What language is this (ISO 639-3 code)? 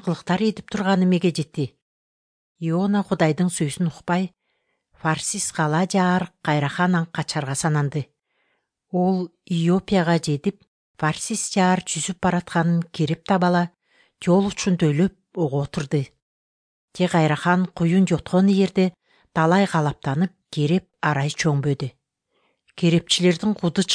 kir